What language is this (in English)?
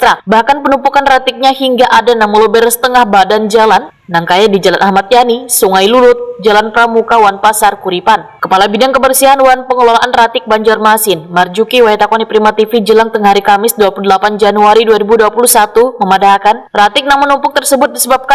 Banjar